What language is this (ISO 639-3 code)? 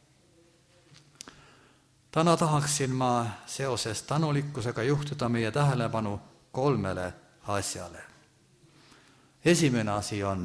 est